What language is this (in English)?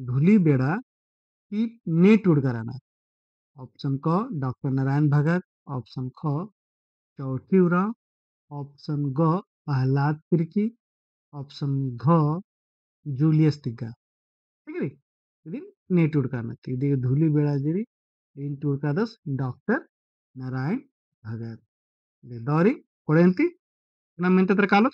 Kurukh